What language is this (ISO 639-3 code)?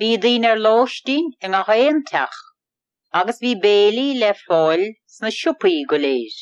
gle